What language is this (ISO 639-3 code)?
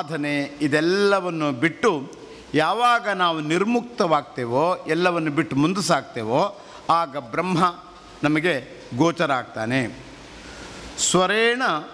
kan